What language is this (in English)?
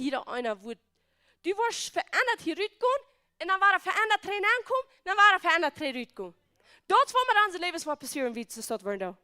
Plautdietsch